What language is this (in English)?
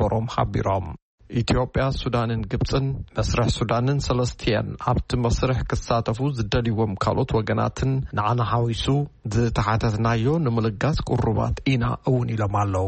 Tigrinya